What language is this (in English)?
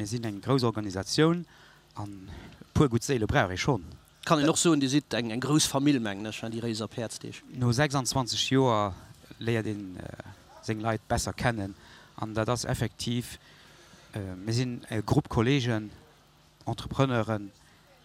Luxembourgish